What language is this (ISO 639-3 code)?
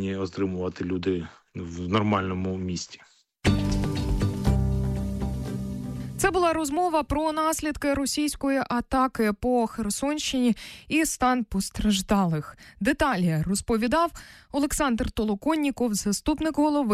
ukr